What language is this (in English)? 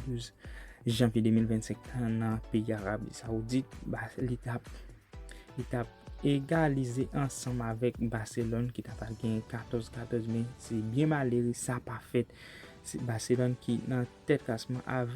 Haitian Creole